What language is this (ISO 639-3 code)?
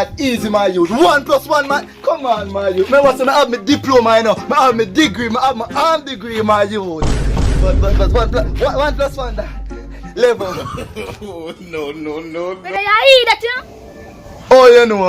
jam